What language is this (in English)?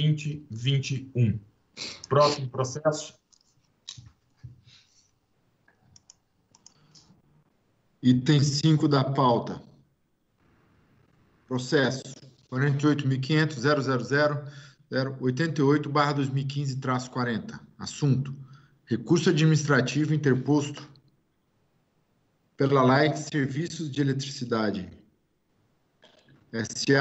Portuguese